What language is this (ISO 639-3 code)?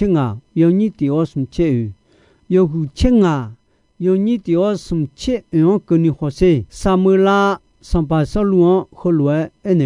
ahk